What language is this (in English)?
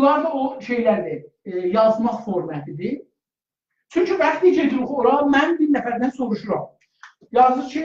South Azerbaijani